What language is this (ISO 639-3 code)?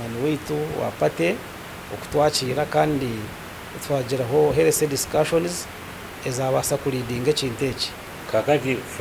nyn